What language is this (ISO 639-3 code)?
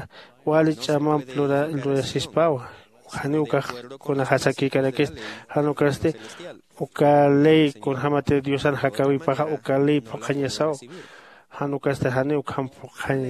aym